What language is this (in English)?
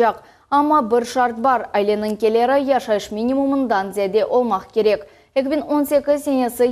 Crimean Tatar